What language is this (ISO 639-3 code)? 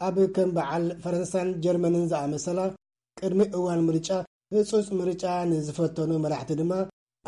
tir